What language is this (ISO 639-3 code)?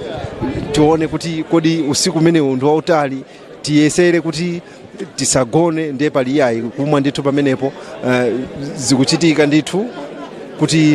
nya